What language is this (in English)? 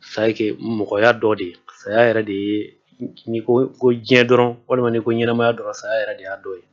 Bambara